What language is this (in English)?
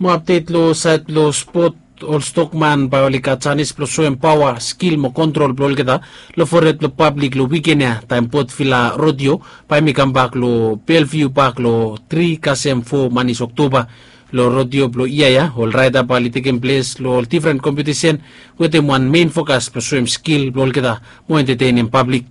Bislama